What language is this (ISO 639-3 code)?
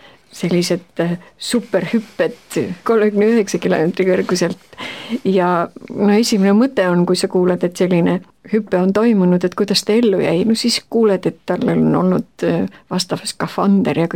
est